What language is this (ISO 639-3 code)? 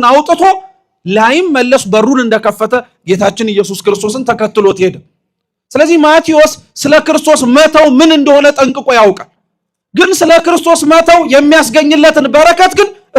amh